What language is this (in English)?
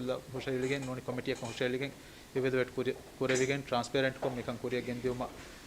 Divehi